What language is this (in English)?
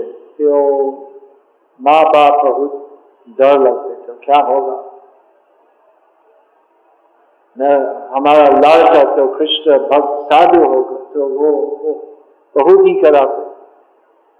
Hindi